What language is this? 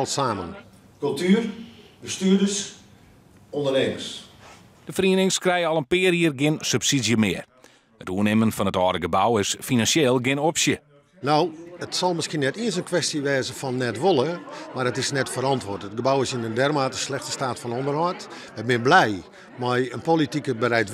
Western Frisian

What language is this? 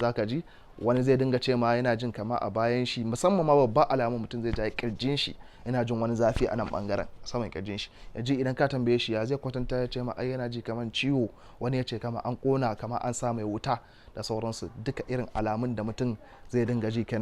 Hausa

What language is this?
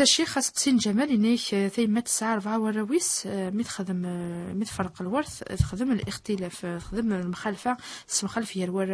Kabyle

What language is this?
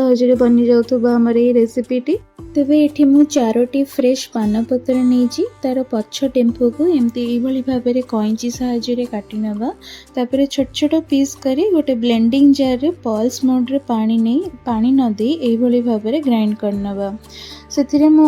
Odia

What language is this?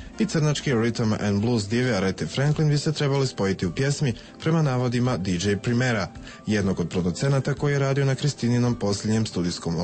Croatian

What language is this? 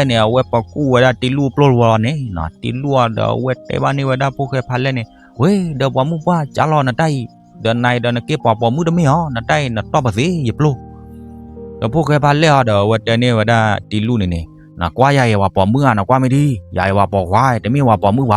S'gaw Karen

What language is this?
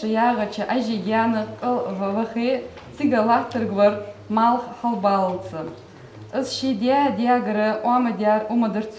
Ingush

